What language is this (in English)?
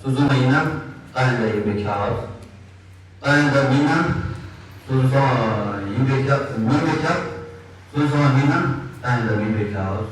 Tibetan